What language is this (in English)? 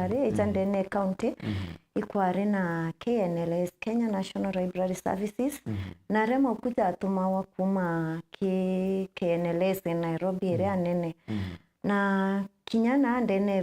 Meru